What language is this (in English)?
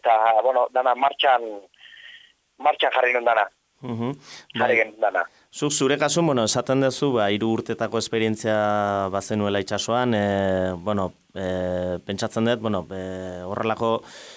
Basque